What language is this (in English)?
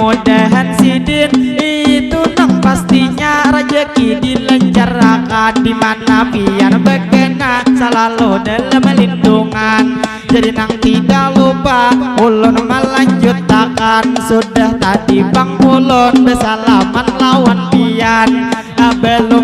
Banjar